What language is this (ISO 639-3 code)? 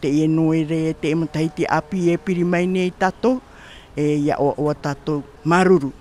tah